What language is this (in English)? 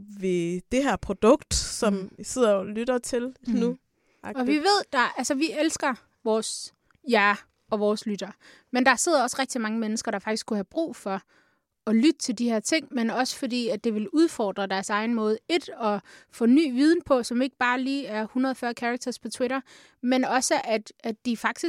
Danish